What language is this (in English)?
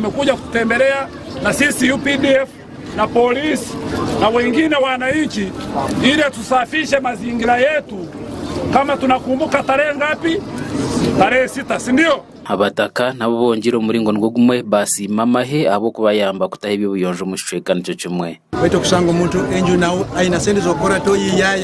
Nyankole